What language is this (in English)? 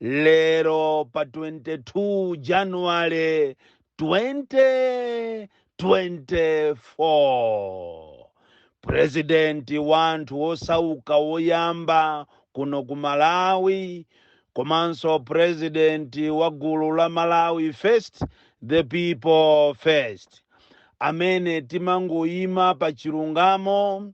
Nyanja